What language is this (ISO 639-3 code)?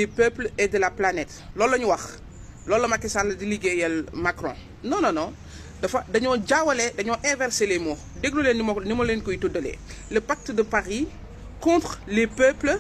wol